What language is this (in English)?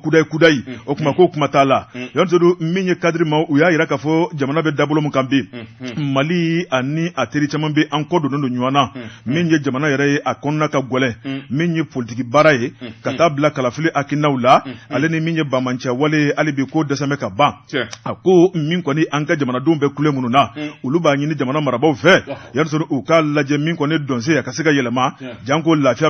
Bambara